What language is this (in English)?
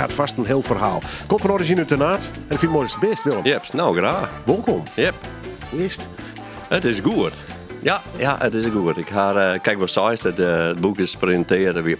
Western Frisian